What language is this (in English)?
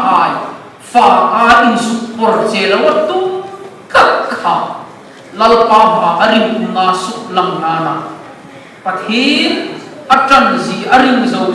Hmar